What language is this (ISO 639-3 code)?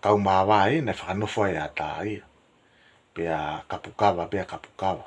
ton